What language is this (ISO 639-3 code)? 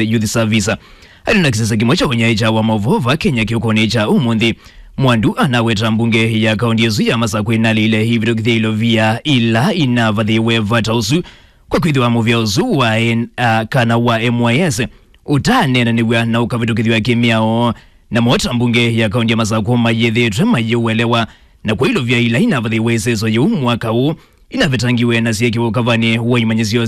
kam